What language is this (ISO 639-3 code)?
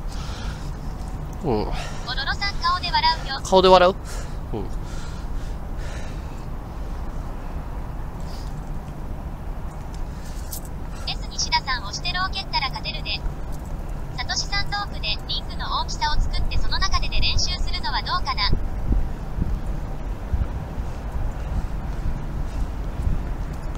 jpn